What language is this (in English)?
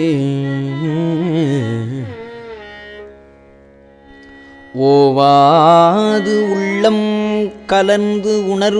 Tamil